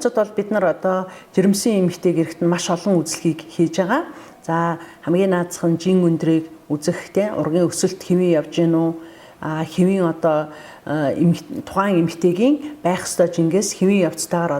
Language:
Mongolian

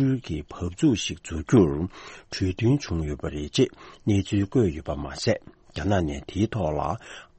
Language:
Tibetan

